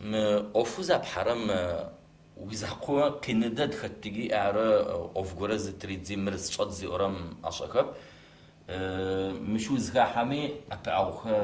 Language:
Adyghe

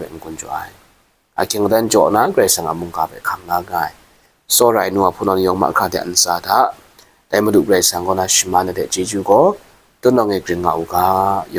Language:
Kachin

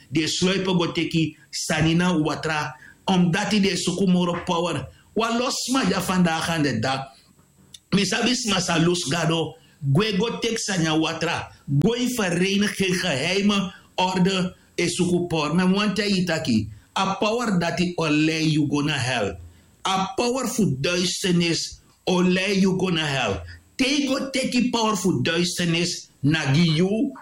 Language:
Sranan Tongo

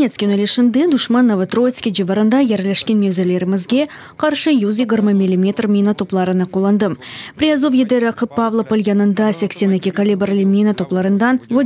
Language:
Crimean Tatar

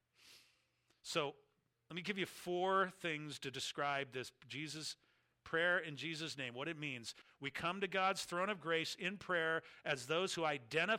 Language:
English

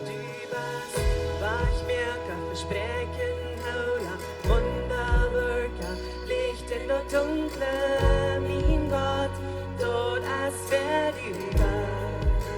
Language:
Plautdietsch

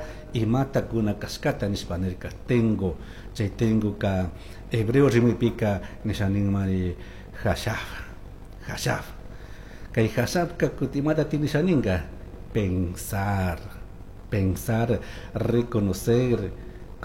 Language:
Chimborazo Highland Quichua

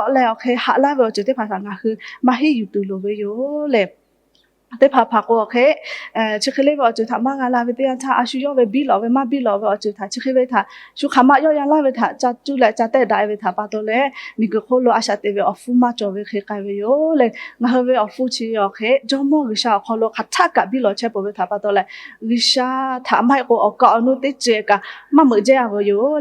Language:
Lahu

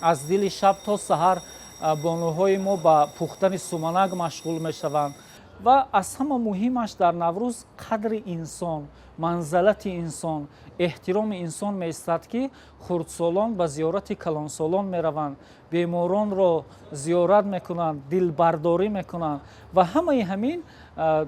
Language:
Tajik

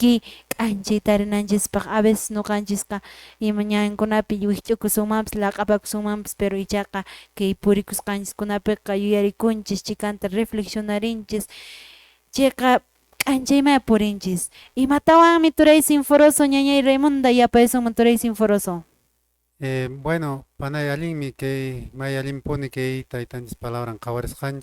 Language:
Quechua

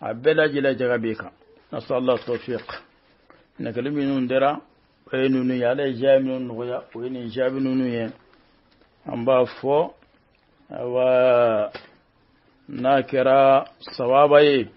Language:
Bambara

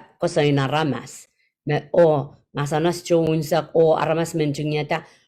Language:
Pohnpeian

